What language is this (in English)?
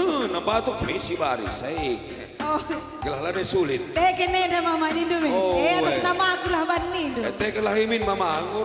Batak Karo